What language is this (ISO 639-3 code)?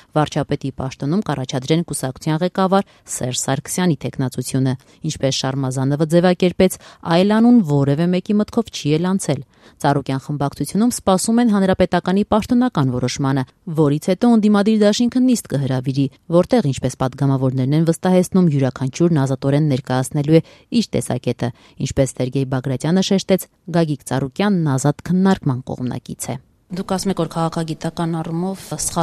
hye